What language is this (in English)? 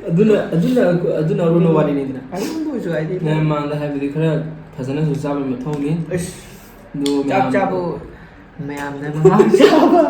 Manipuri